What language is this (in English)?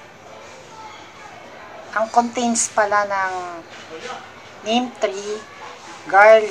Filipino